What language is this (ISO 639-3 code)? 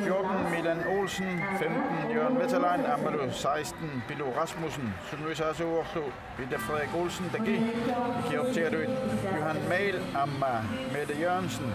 kal